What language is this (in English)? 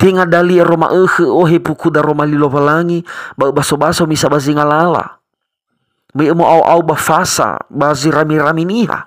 Nias